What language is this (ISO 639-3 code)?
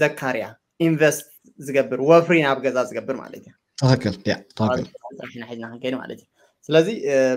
tir